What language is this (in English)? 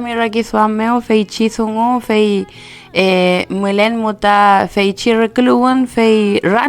Mapuche